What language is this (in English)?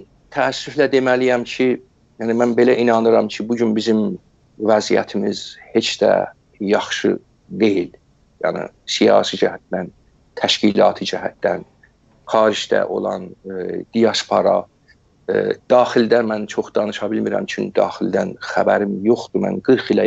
South Azerbaijani